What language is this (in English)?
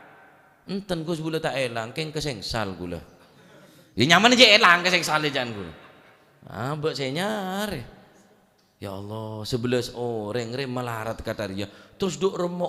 Madurese